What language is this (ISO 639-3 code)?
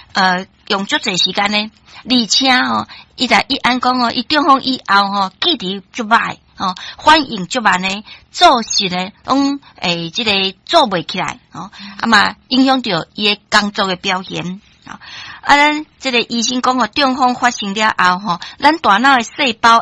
nan